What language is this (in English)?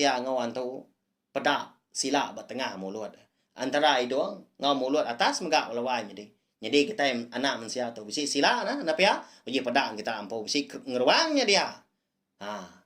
Iban